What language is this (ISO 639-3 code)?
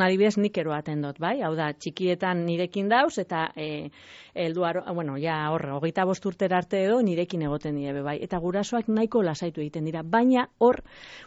eus